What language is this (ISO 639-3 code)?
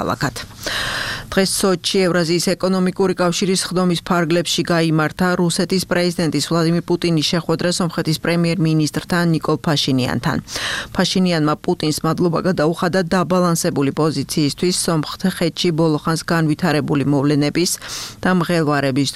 kat